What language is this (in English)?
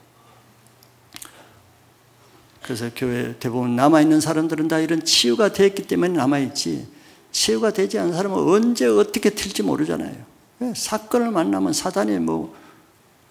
Korean